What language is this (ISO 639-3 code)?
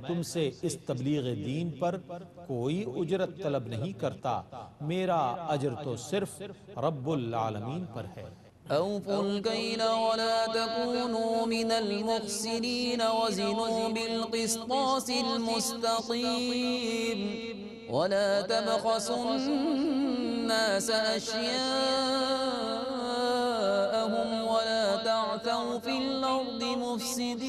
urd